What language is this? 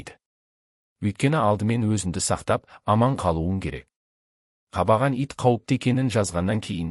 Kazakh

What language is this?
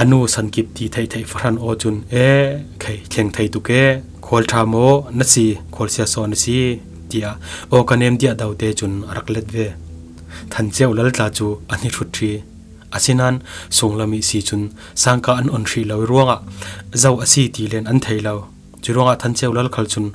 Falam Chin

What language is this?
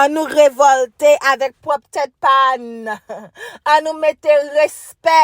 Haitian Creole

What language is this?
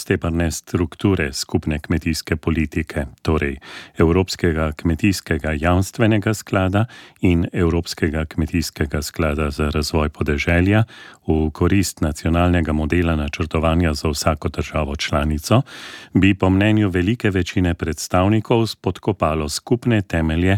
Slovenian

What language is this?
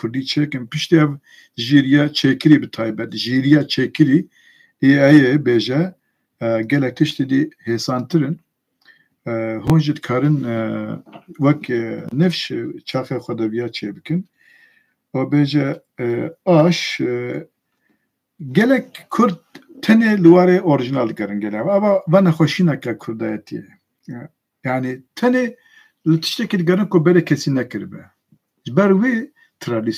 Kurdish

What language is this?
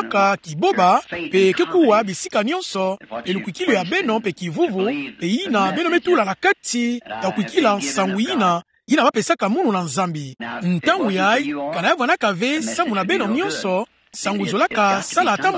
Kituba (Democratic Republic of Congo)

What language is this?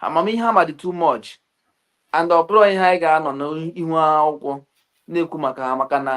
Igbo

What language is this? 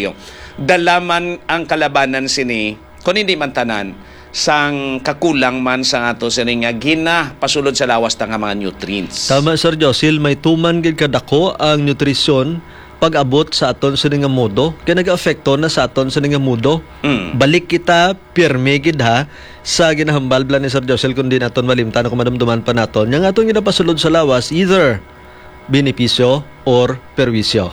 Hiligaynon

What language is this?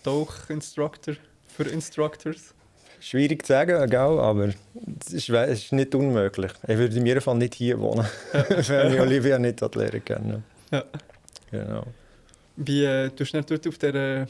Swiss German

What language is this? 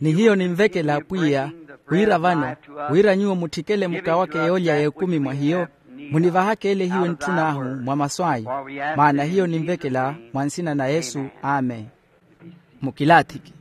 Makhuwa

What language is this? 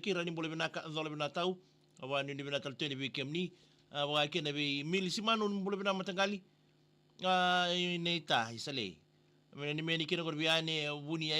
Fijian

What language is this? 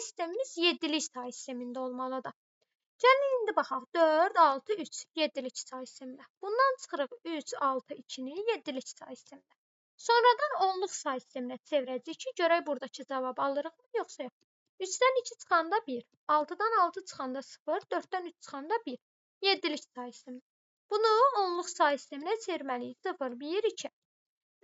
Azerbaijani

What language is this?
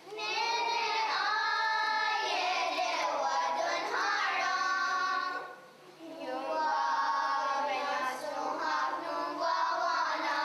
Mohawk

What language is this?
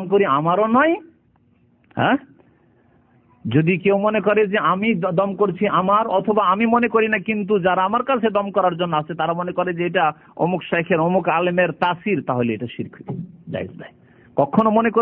Bangla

